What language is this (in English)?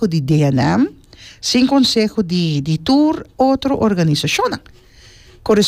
Papiamento